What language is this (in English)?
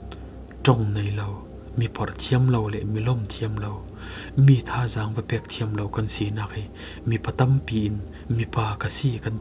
Falam Chin